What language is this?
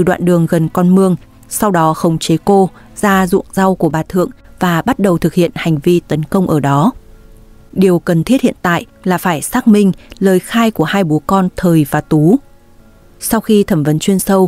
Vietnamese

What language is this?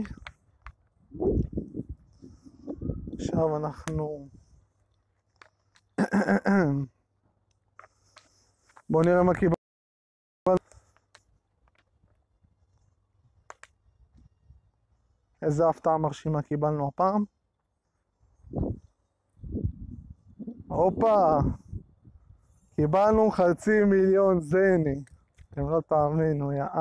Hebrew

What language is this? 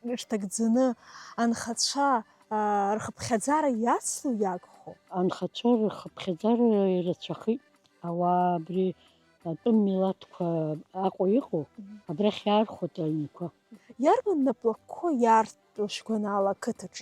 Abkhazian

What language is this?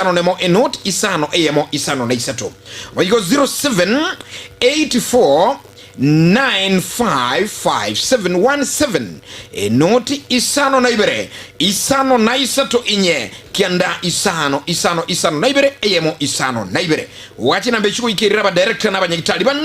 Gusii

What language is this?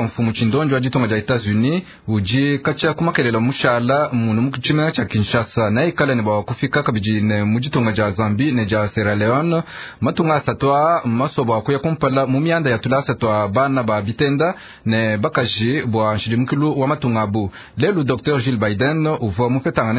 Luba-Lulua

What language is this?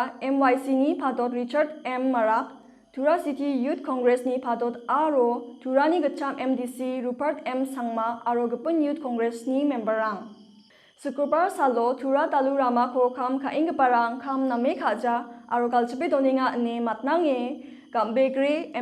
Garo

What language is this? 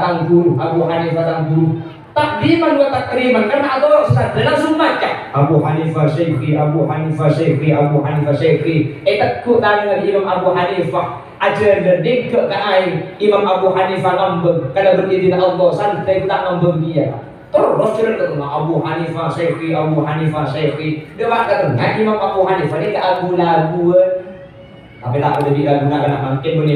Madurese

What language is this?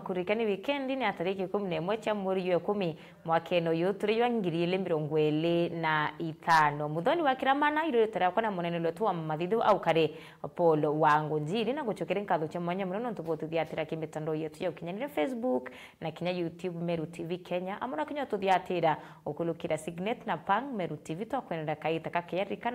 Meru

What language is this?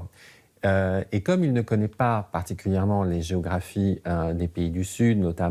French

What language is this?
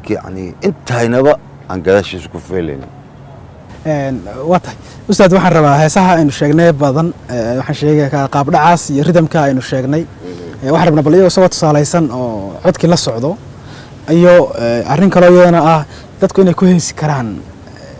Somali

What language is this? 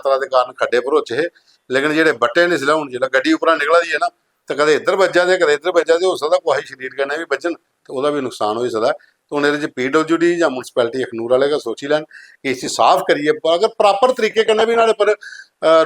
Dogri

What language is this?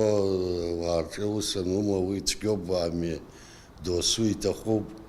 Abkhazian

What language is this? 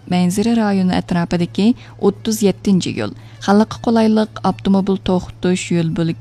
Uyghur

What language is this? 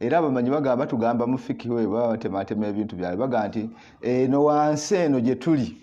Ganda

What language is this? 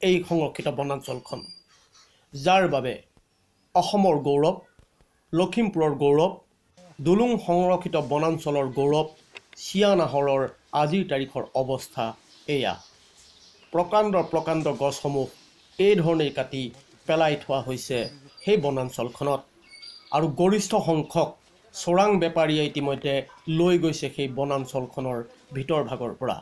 Assamese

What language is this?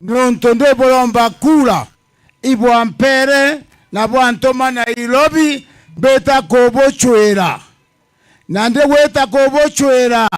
Meru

